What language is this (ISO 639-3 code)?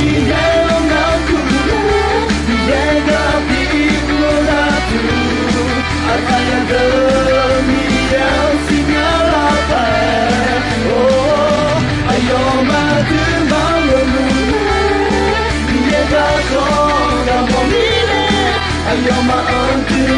ahk